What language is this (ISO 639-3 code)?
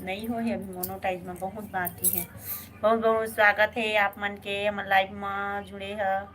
hne